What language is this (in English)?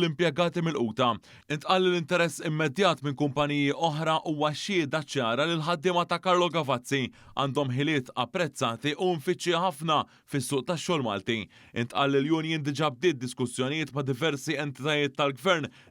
Maltese